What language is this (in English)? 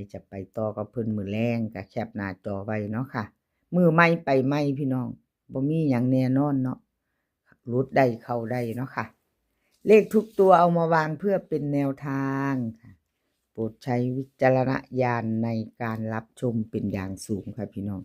Northeastern Thai